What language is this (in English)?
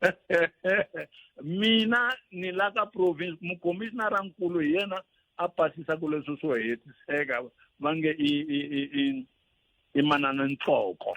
Tsonga